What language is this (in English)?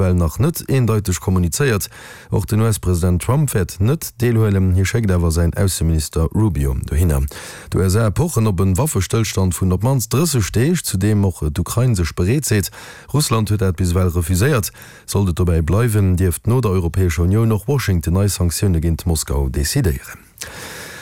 Luxembourgish